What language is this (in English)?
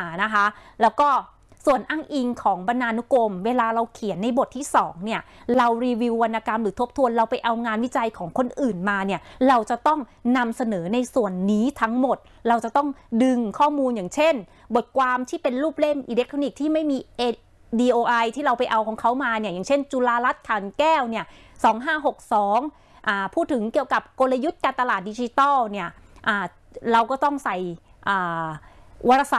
Thai